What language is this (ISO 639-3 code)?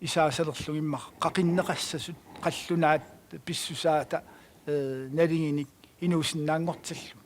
kal